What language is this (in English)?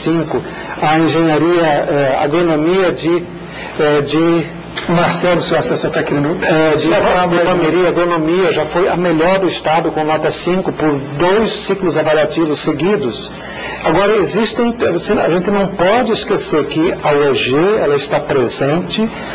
Portuguese